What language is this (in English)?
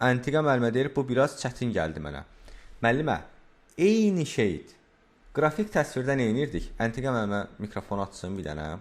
Azerbaijani